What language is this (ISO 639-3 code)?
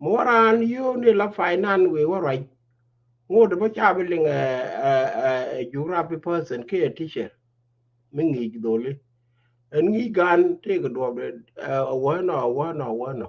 nus